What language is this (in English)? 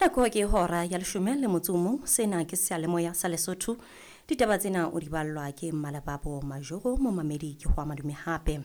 Southern Sotho